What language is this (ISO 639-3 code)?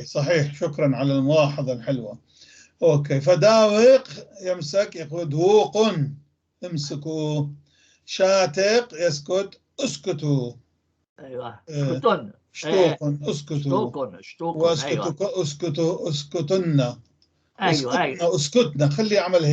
apc